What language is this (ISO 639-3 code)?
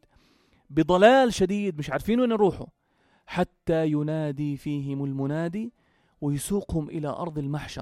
apc